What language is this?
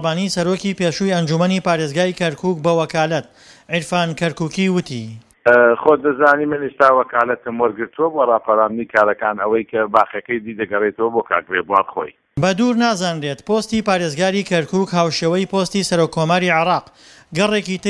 Central Kurdish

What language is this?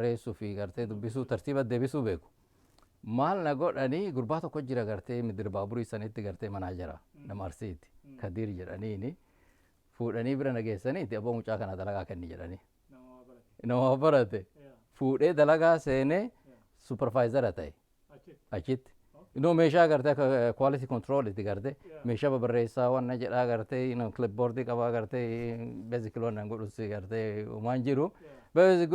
Oromo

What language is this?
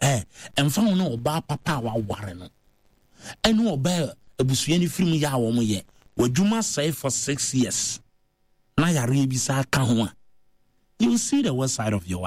Akan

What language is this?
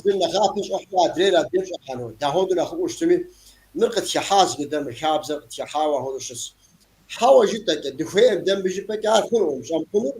Kabardian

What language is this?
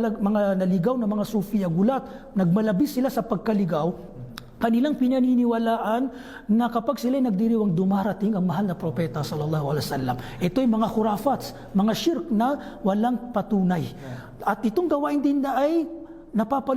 Maranao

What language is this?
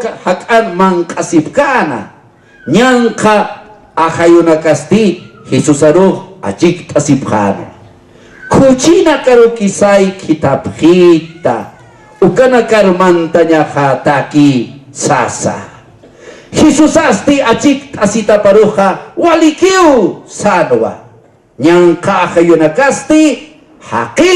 Aymara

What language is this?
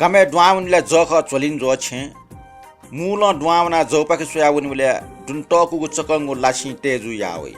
Newari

